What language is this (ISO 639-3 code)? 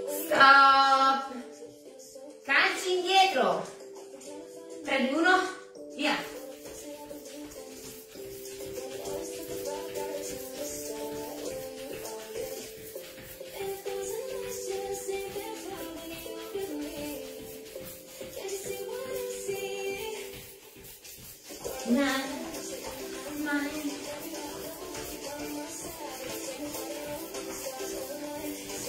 ita